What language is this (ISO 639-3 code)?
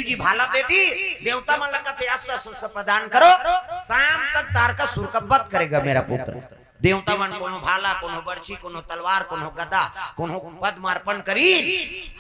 hne